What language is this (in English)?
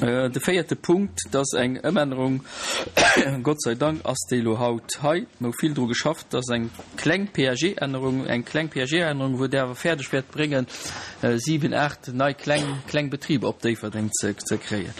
Luxembourgish